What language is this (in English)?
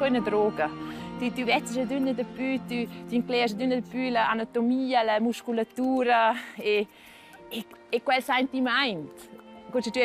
Romansh